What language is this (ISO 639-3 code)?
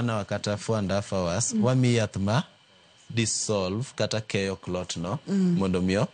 luo